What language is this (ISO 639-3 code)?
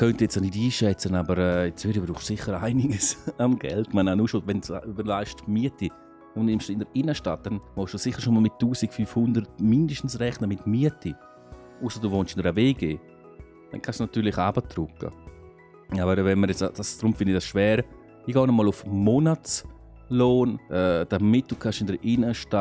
gsw